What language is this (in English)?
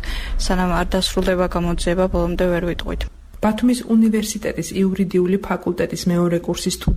Georgian